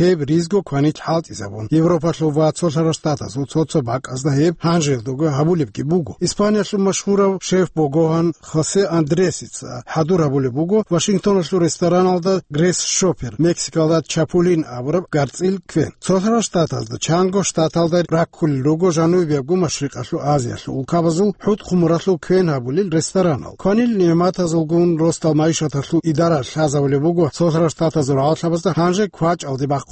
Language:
Avaric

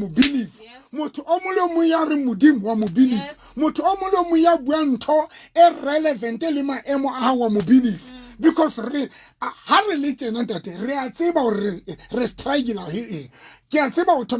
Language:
Southern Sotho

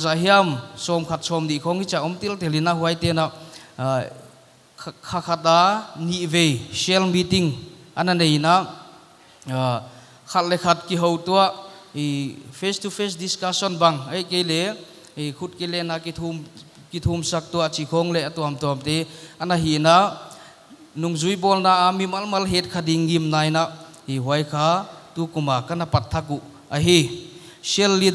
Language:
Paite Chin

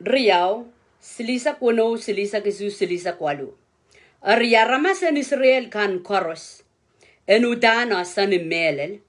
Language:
Pohnpeian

